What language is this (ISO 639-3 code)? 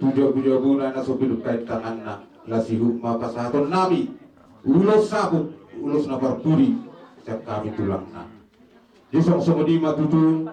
bbc